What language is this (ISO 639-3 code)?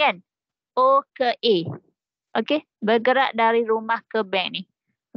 msa